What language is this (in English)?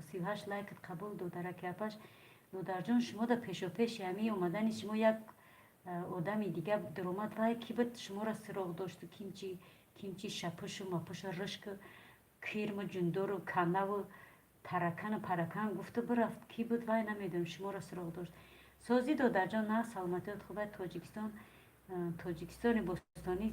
Tajik